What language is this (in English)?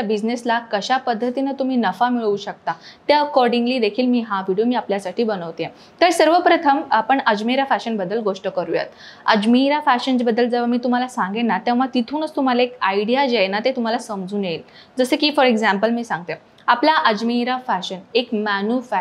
Marathi